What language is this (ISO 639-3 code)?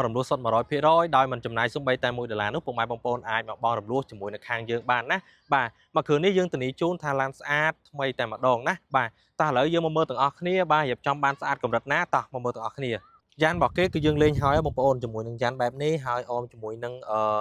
khm